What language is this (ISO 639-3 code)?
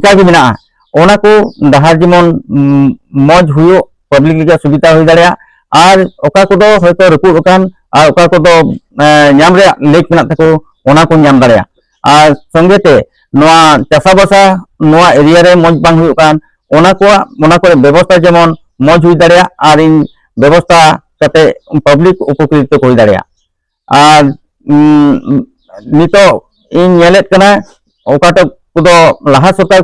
sat